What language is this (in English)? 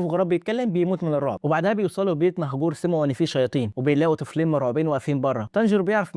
Egyptian Arabic